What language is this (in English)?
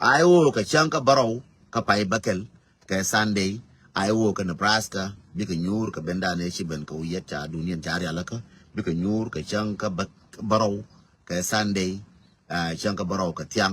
Nuer